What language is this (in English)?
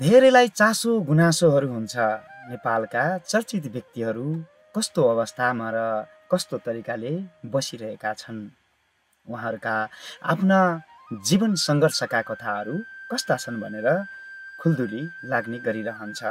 Nepali